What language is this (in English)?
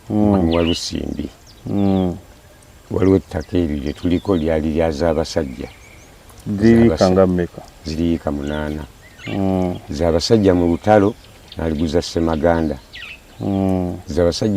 Ganda